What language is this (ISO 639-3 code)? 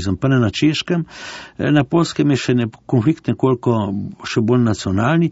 slv